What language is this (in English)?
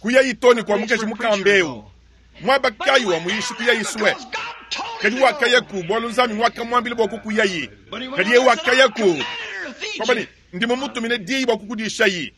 Luba-Lulua